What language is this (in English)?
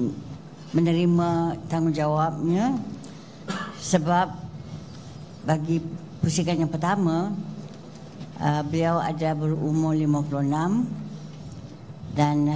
Malay